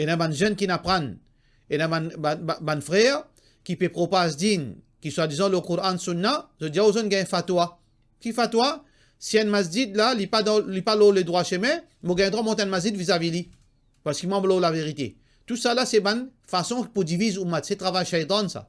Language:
Morisyen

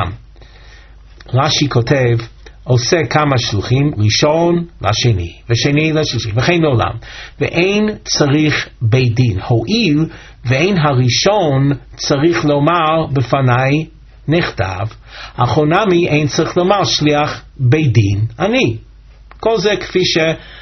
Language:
Hebrew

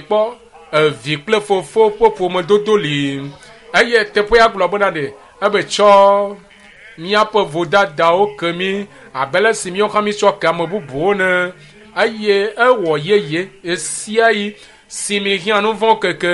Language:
Ewe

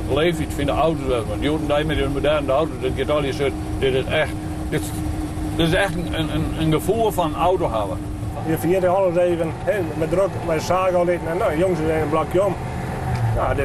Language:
Western Frisian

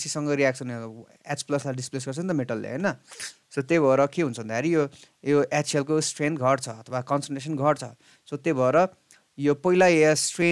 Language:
Nepali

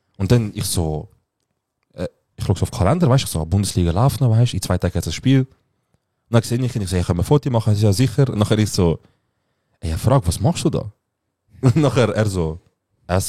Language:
Swiss German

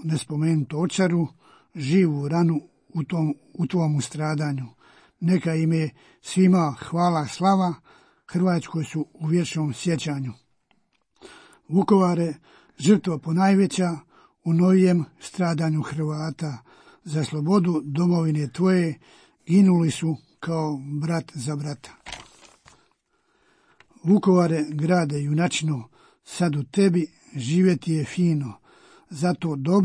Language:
Croatian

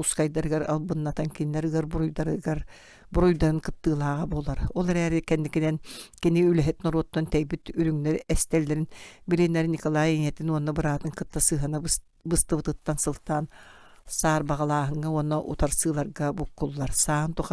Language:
Yakut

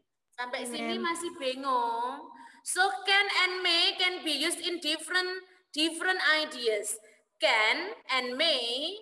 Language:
Indonesian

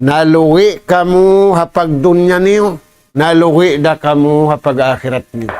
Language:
Tausug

